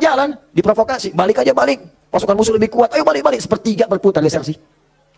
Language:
Indonesian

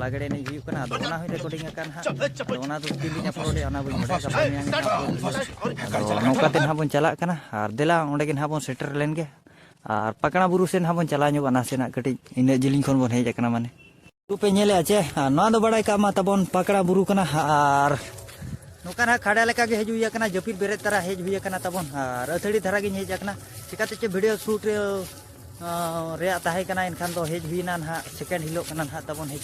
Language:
Santali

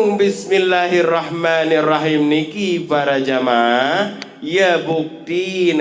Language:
Sasak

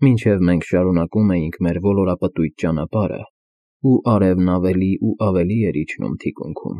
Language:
Armenian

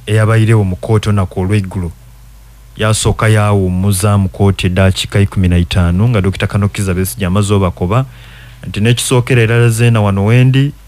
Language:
Ganda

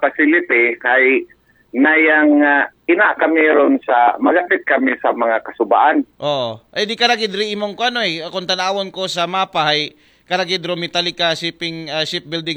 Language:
Aklanon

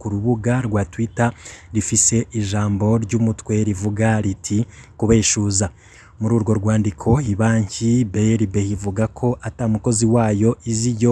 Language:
Rundi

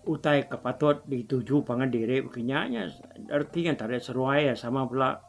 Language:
Iban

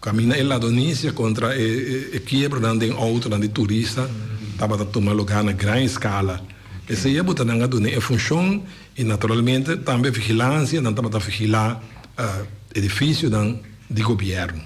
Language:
Papiamento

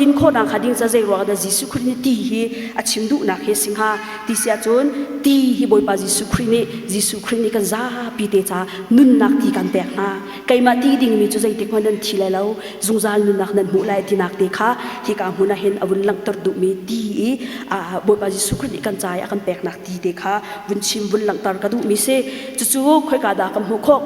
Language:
Hakha Chin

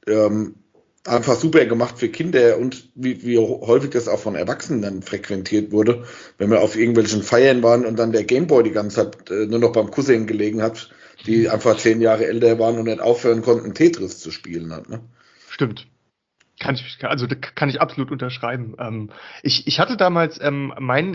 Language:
German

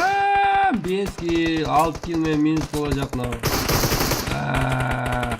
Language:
Kara-Kalpak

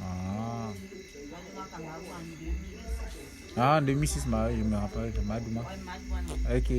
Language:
Bulu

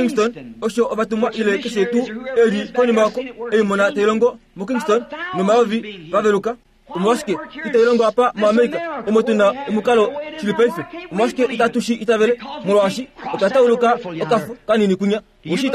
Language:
Kuanyama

